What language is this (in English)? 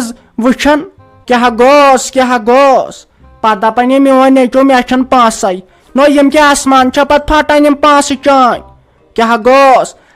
Kashmiri